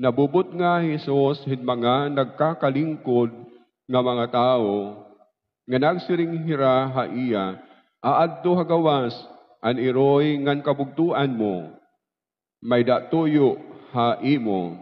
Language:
Waray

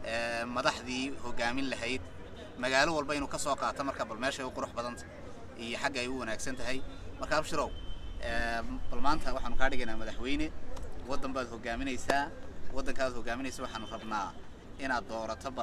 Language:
Somali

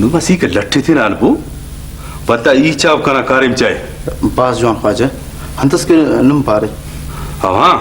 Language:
Brahui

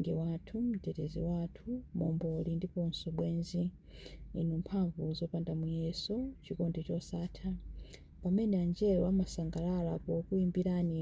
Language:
Nyanja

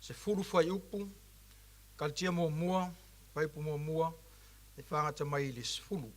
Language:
Samoan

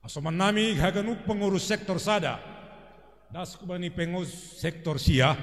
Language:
Batak Simalungun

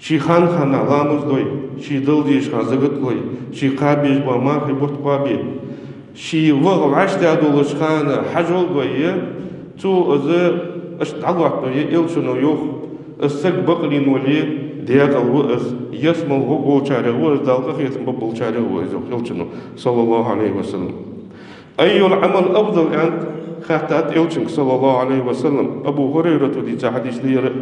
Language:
Ingush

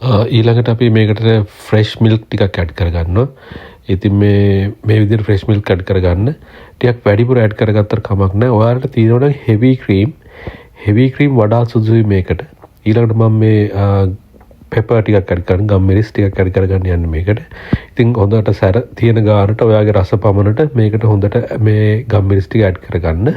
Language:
Sinhala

